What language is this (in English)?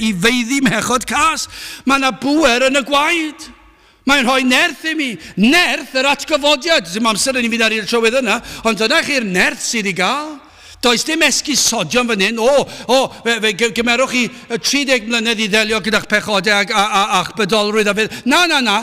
Welsh